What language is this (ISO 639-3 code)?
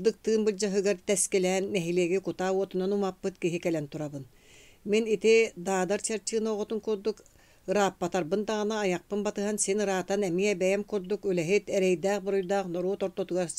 sah